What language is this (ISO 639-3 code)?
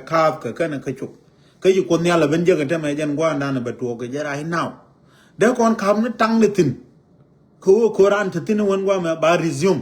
nus